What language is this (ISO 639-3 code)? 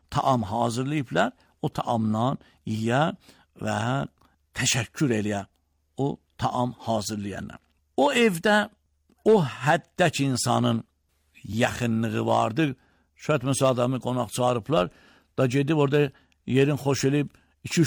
aze